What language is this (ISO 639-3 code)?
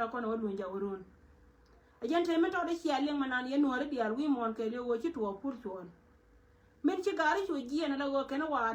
nus